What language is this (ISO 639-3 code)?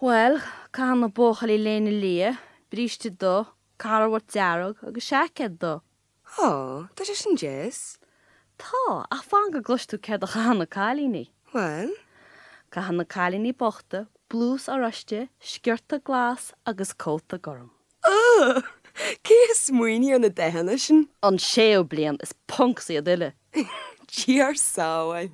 gle